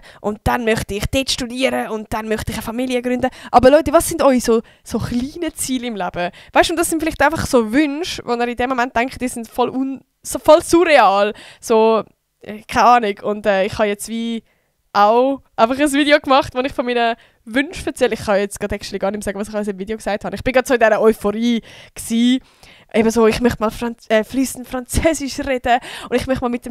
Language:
Swiss German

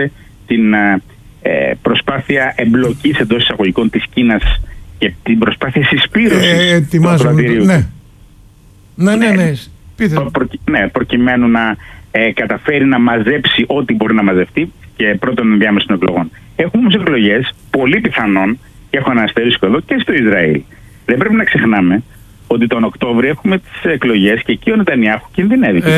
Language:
Greek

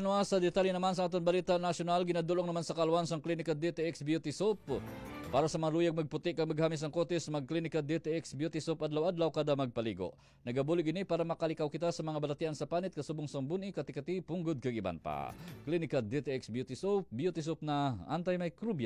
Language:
Hiligaynon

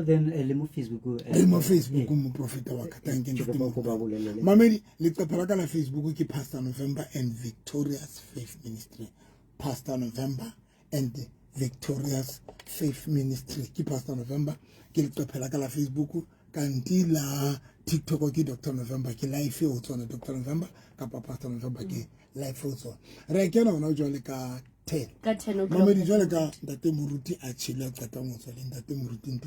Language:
Southern Sotho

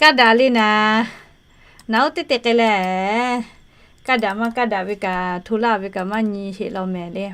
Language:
Lahu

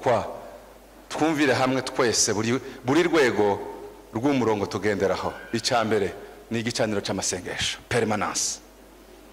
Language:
Kinyarwanda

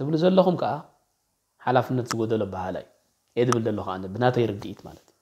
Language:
Tigrinya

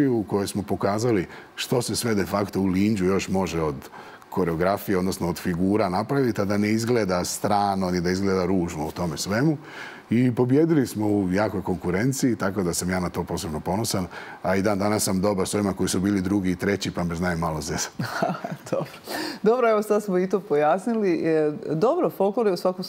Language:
Croatian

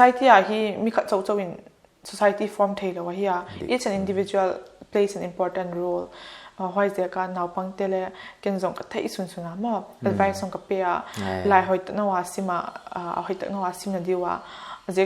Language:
Paite Chin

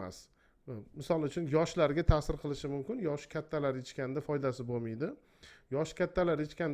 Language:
Uzbek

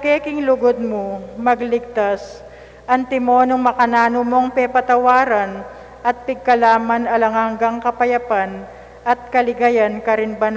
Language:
Pampanga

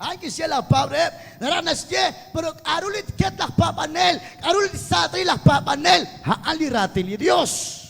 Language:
Kekchí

